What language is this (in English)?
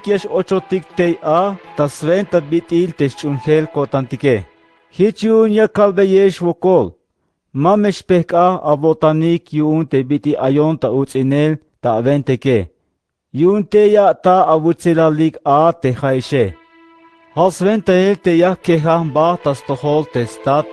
Tzeltal